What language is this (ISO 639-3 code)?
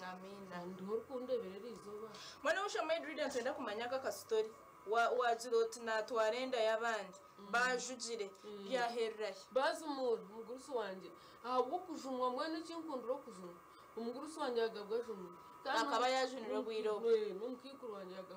nyn